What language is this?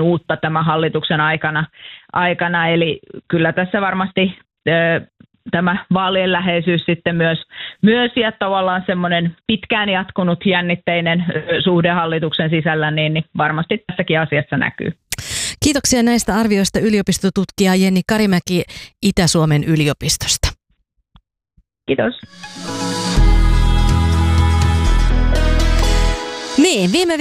Finnish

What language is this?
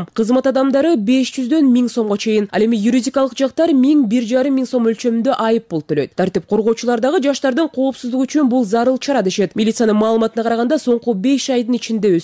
Kyrgyz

